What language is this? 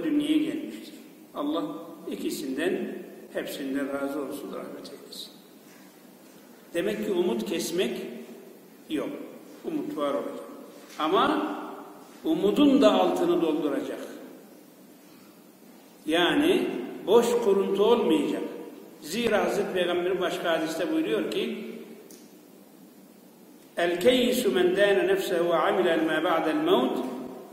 Turkish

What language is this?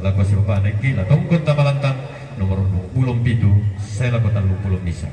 Toraja-Sa'dan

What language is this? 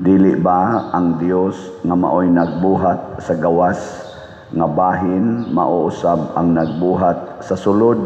Cebuano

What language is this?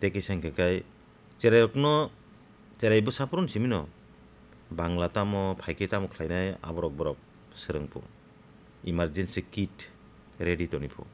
Kok Borok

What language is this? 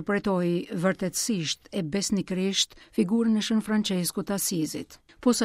Albanian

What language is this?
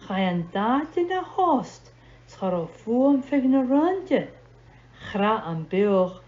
Scottish Gaelic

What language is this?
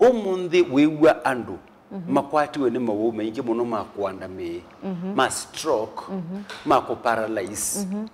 Kamba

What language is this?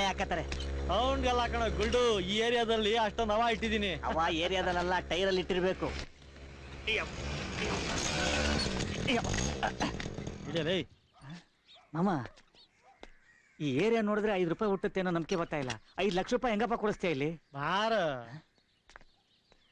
Kannada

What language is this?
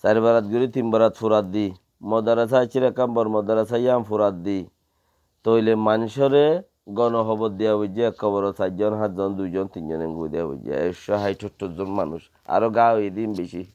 Rohingya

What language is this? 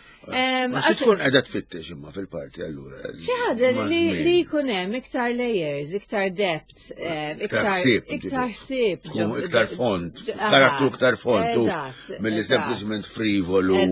Maltese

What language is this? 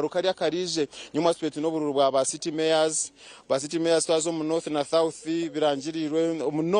Nyankole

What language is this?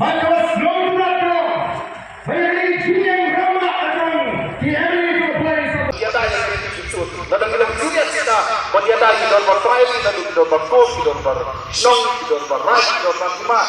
Khasi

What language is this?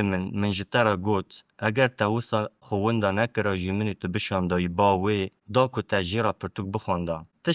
Kurdish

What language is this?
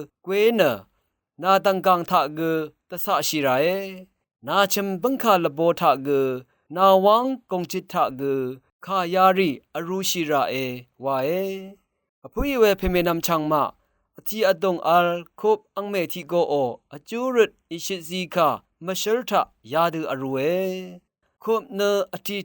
Rawang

